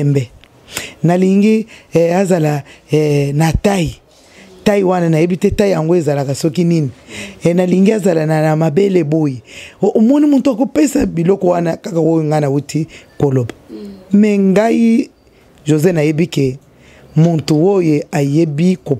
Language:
Lingala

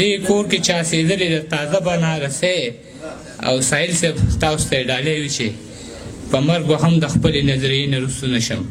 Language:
Pashto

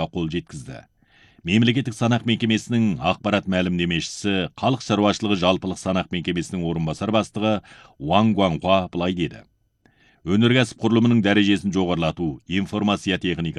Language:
Kazakh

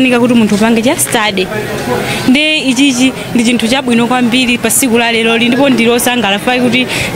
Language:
Nyanja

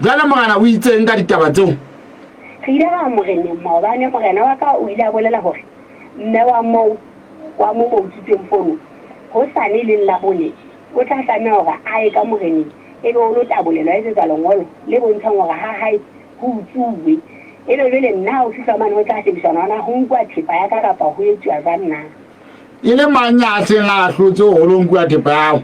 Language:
Southern Sotho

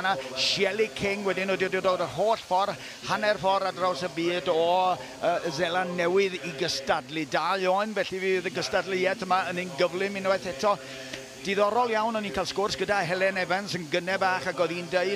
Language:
Welsh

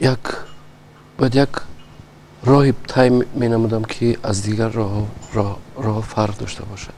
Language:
Tajik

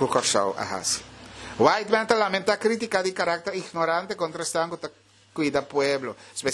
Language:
Papiamento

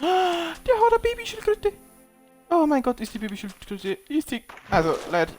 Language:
Bavarian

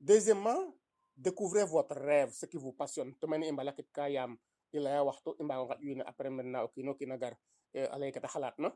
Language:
Serer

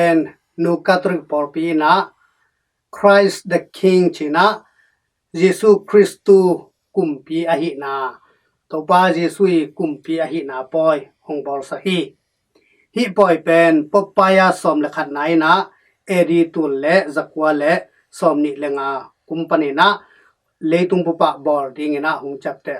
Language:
Tedim Chin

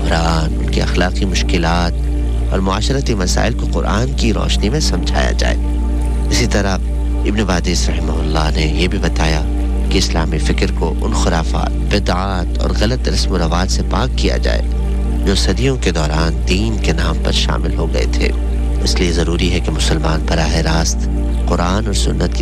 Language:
Urdu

